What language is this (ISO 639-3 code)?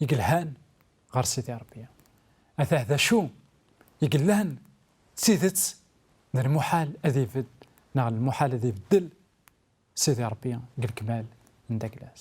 kab